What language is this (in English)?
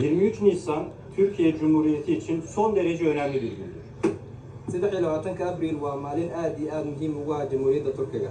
Somali